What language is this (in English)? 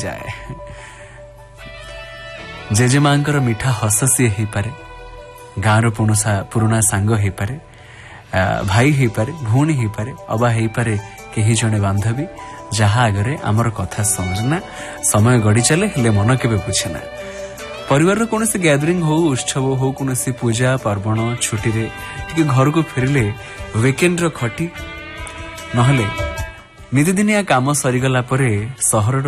Odia